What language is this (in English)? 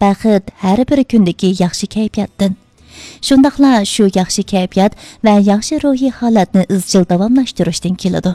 Uyghur